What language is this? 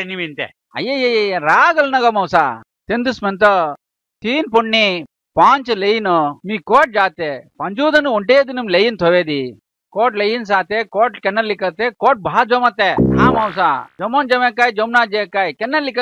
Saurashtra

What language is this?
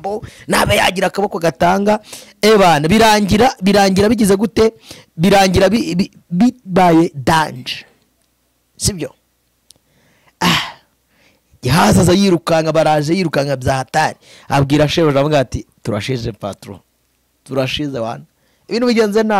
Kinyarwanda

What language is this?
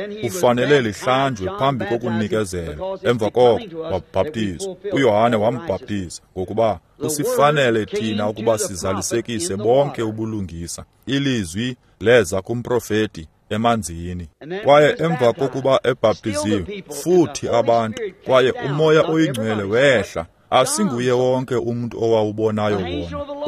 Xhosa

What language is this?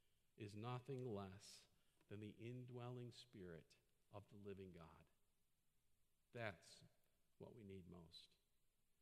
English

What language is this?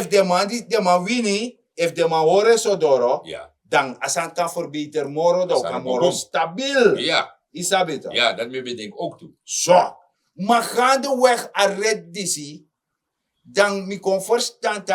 Sranan Tongo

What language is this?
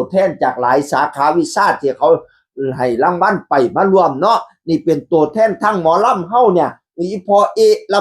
Northeastern Thai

